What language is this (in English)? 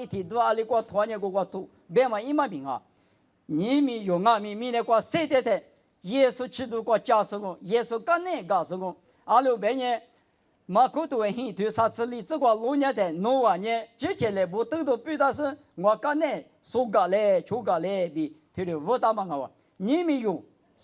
Lisu